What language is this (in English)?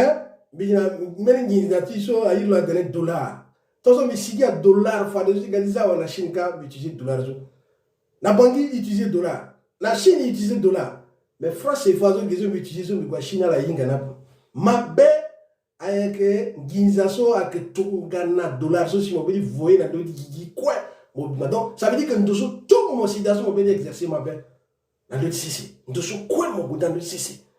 Sango